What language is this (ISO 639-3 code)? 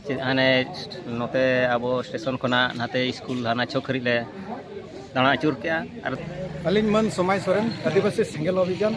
sat